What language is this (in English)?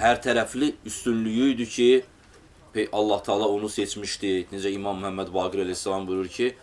Azerbaijani